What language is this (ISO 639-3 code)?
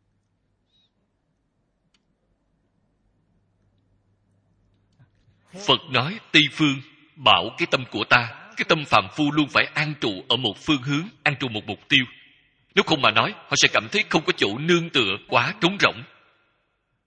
vie